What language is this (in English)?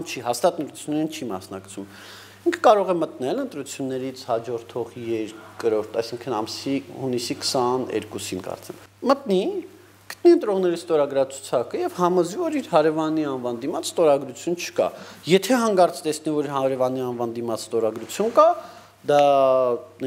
Armenian